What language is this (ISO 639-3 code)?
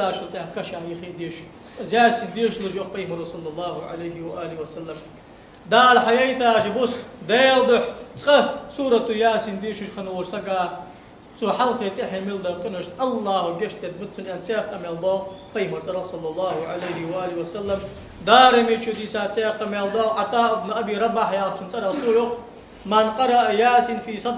inh